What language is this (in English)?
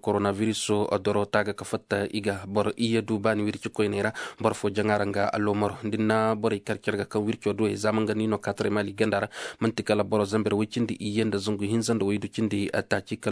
Koyraboro Senni